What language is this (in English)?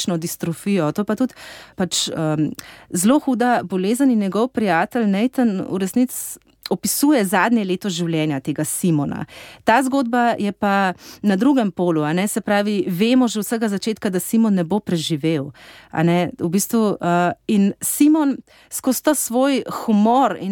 Slovenian